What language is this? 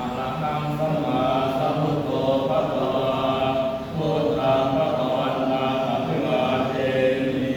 Pali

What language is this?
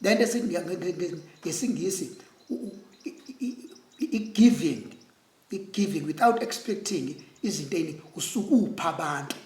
Zulu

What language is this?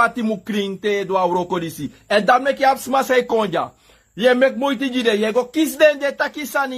Sranan Tongo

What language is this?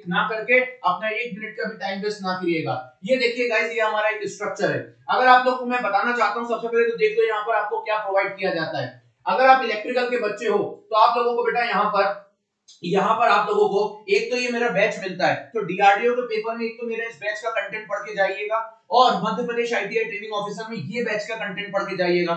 Hindi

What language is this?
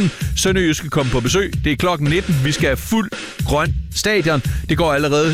Danish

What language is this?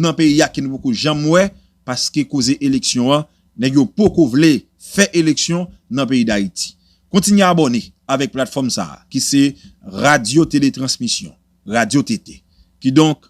Haitian Creole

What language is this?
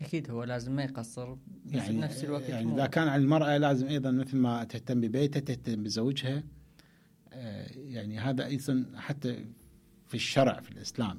Mesopotamian Arabic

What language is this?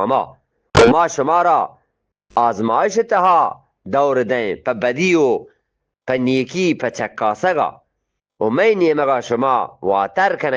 Eastern Balochi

